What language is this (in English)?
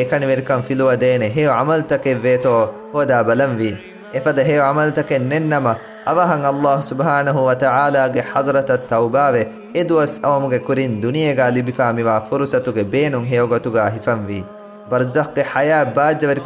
Divehi